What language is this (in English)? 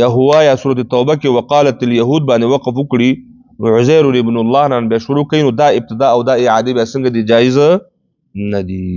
Pashto